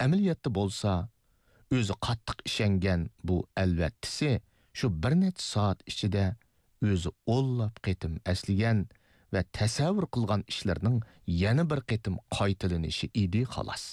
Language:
Uyghur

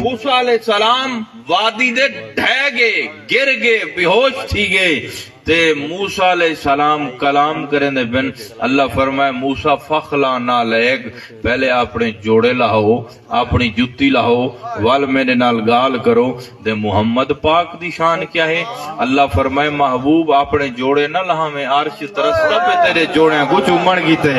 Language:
Saraiki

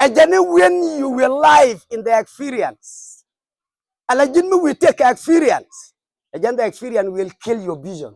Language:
Nuer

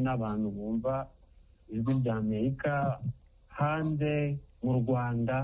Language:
Kinyarwanda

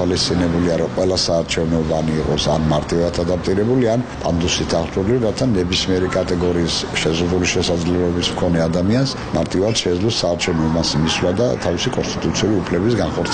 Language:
Georgian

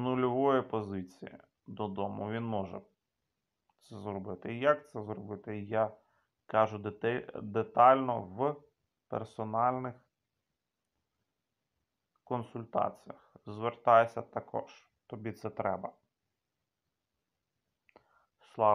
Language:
Ukrainian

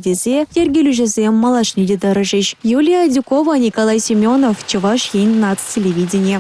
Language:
Chuvash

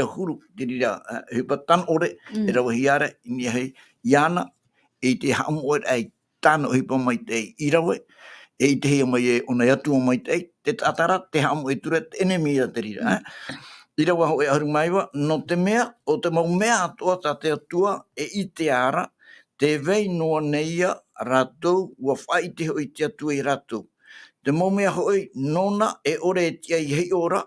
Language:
Tahitian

